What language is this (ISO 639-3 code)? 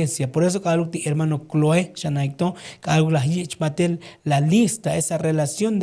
tzo